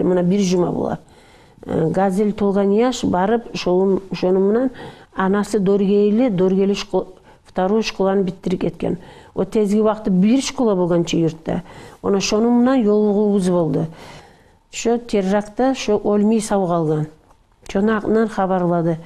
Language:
Kumyk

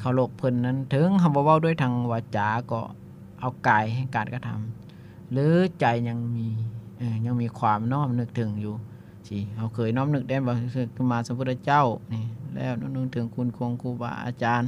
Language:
Lao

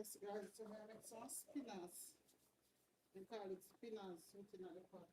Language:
Jamaican Creole English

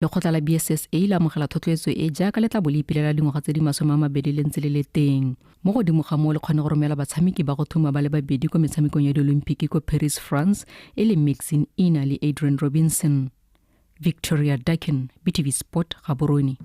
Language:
Tswana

